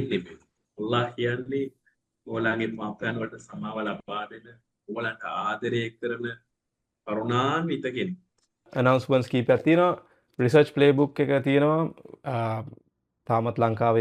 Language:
Sinhala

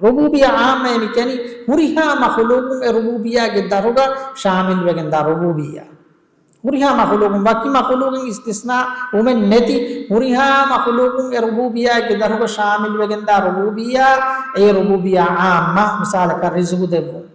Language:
Divehi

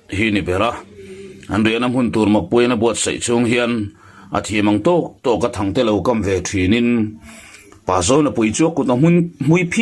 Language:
Mizo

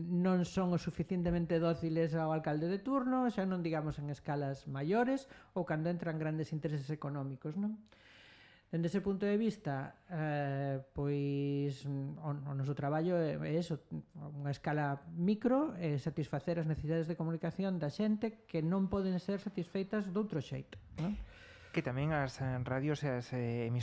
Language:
Galician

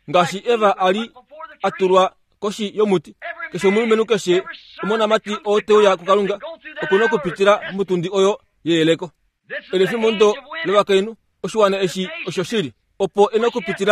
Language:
Kuanyama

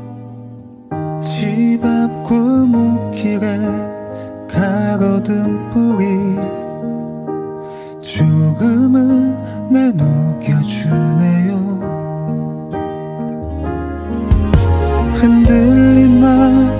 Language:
Korean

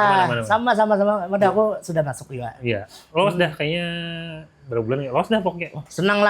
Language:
Banjar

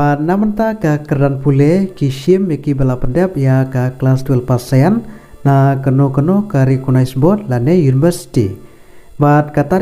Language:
Khasi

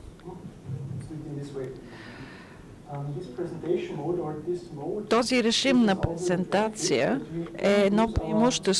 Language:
Bulgarian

